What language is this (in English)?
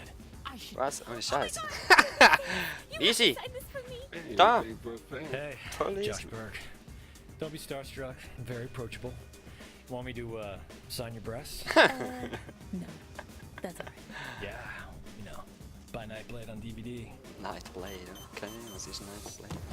Swiss German